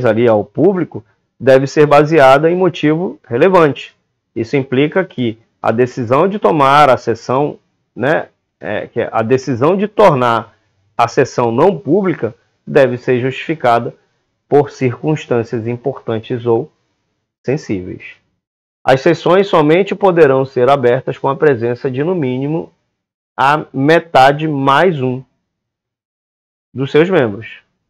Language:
Portuguese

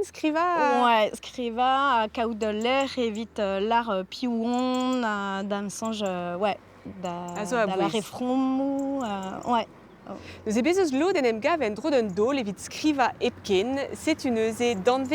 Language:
Breton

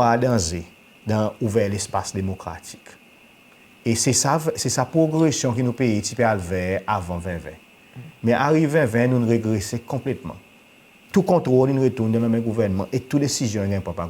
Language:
Seselwa Creole French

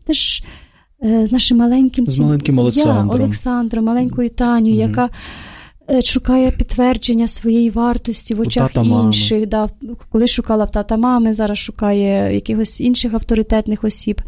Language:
Ukrainian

